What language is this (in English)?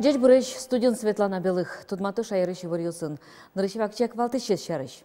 Udmurt